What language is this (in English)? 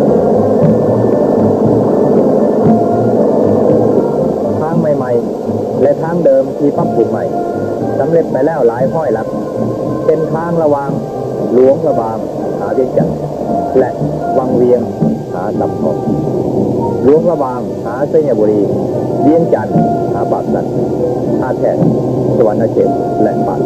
Lao